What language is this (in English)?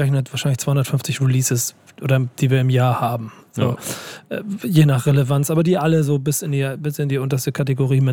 German